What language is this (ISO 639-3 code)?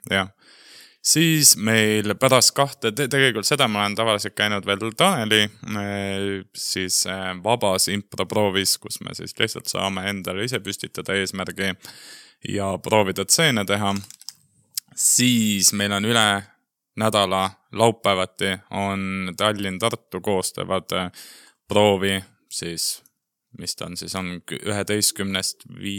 est